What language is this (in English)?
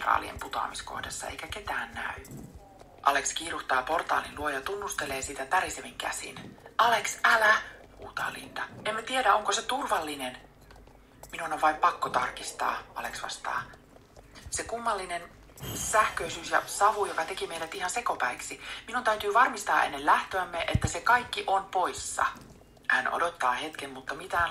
Finnish